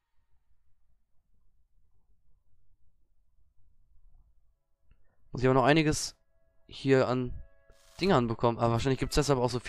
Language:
German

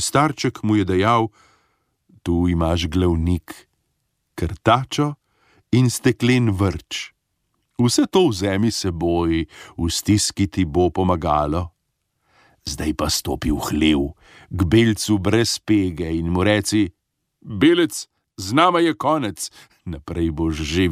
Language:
Slovenian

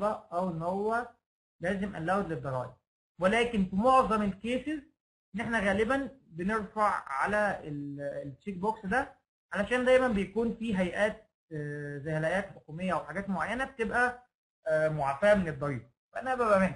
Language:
Egyptian Arabic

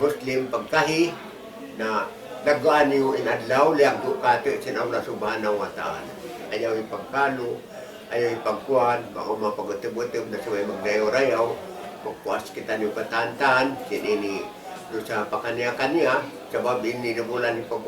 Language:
Tausug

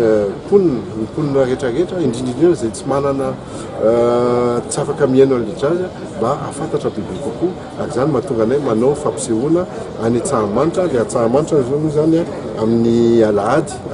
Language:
Malagasy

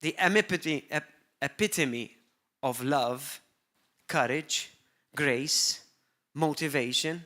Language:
English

